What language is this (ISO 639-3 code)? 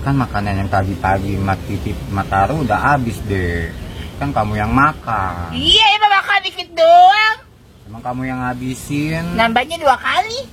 bew